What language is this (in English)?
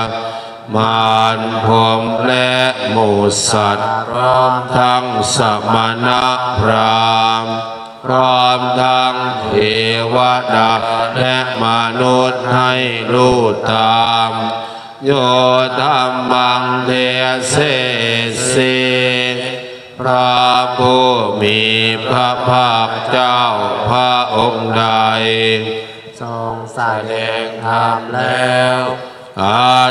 Thai